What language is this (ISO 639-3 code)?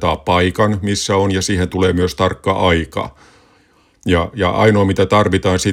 fin